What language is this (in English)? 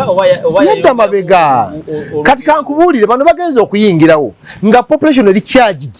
Ganda